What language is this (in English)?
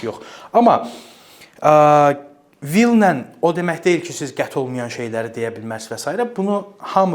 Azerbaijani